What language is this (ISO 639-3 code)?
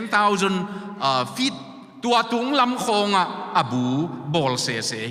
ctd